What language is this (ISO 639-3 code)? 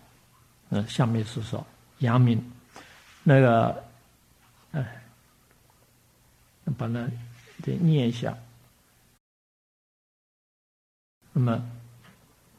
zho